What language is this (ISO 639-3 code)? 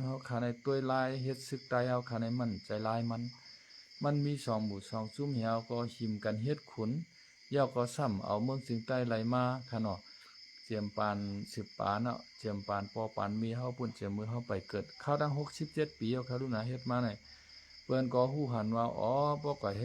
shn